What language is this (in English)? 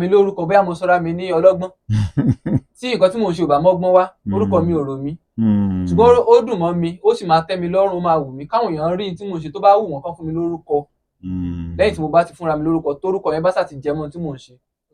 Yoruba